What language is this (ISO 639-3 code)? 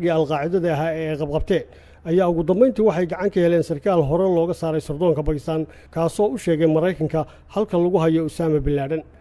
som